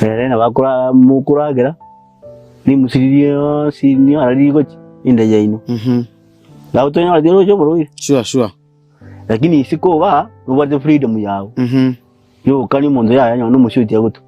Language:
Gusii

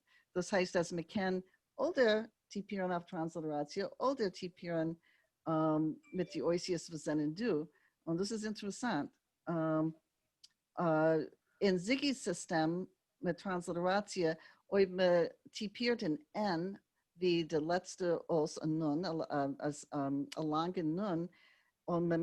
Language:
Yiddish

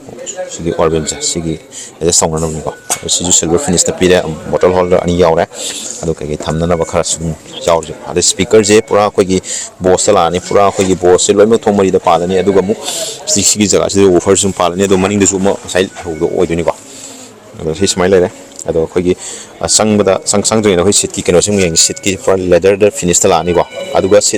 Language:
Manipuri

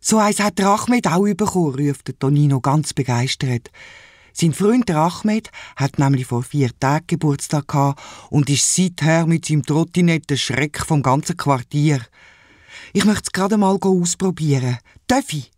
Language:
Swiss German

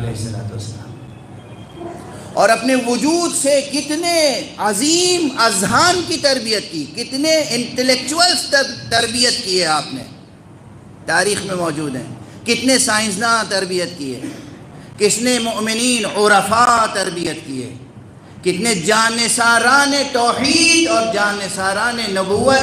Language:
Urdu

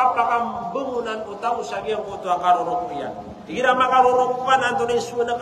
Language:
Maranao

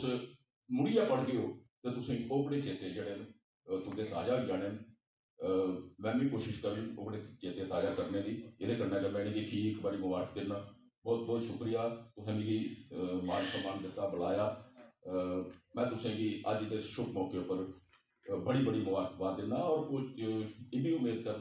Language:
Dogri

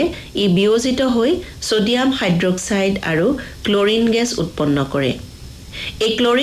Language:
Assamese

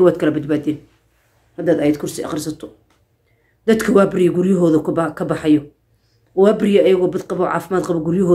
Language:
Somali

